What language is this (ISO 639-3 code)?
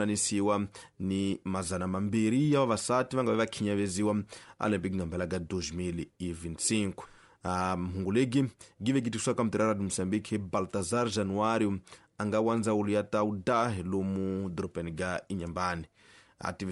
tso